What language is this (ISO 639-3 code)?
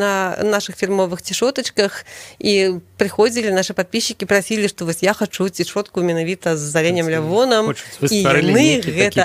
bel